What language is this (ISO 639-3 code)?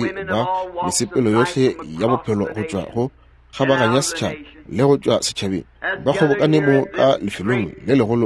nso